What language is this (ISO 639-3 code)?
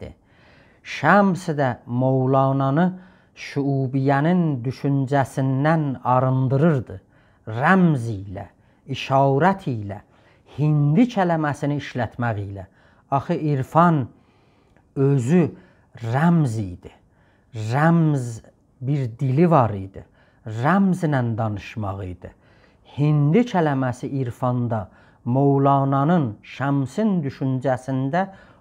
azb